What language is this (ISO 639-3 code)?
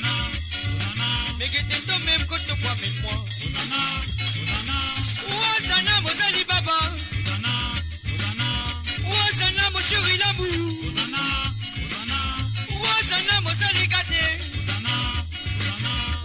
mfe